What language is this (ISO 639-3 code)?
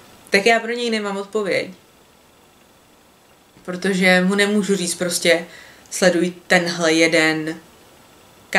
ces